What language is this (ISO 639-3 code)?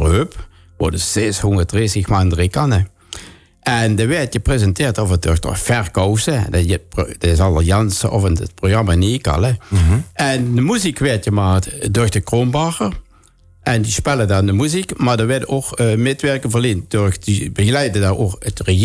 lim